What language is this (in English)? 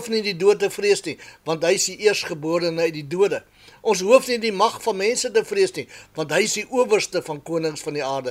Afrikaans